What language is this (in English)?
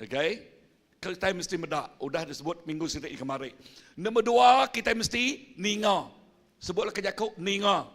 Iban